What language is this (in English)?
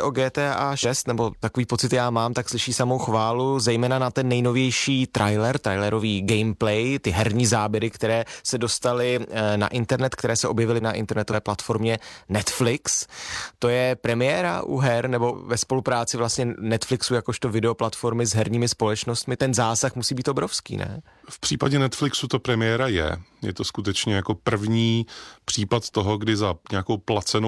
Czech